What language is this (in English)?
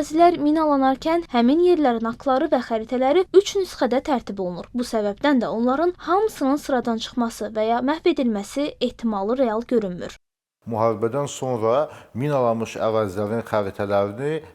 Azerbaijani